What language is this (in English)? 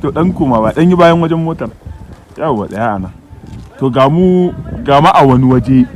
Hausa